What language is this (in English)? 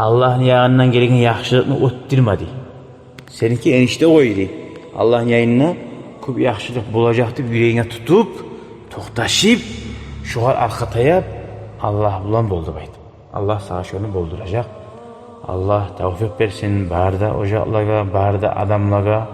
Kumyk